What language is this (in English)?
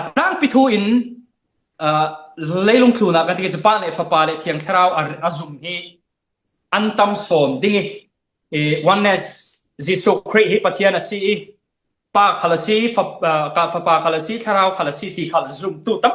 Falam Chin